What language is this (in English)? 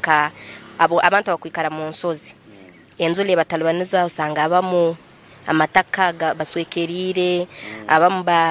Nyankole